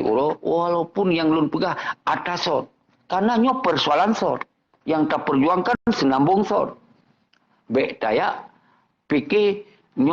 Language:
Achinese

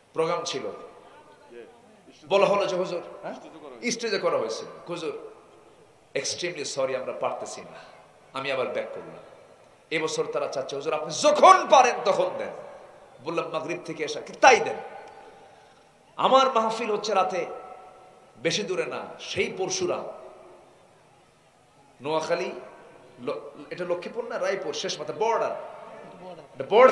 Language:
Bangla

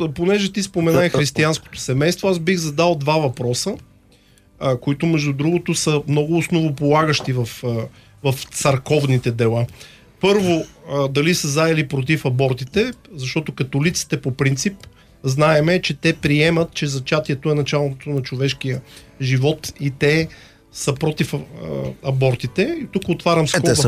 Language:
Bulgarian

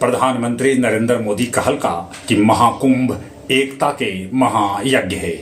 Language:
Magahi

